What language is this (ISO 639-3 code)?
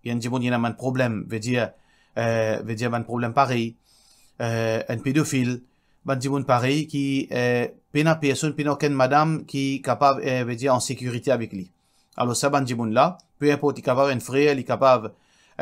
mfe